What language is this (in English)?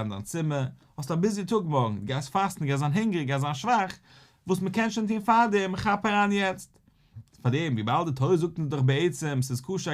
Yiddish